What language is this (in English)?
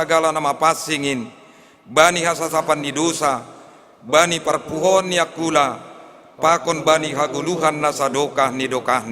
Batak Simalungun